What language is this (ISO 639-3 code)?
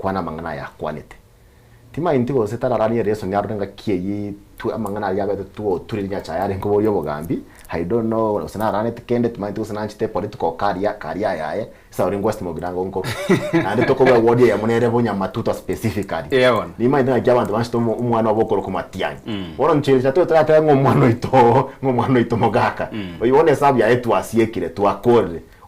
guz